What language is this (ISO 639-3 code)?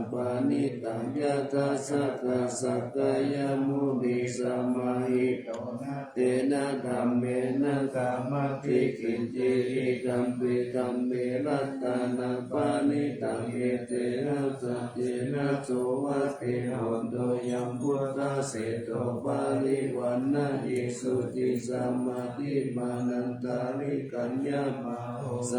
pli